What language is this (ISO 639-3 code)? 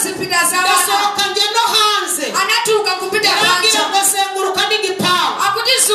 kin